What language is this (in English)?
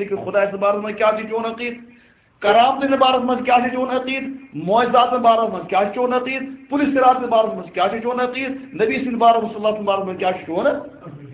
Kashmiri